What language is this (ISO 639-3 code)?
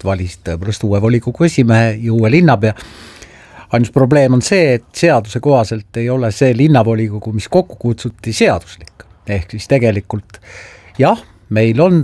est